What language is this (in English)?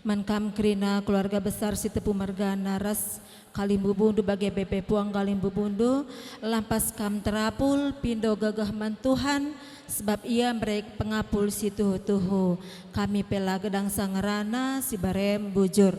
Batak Karo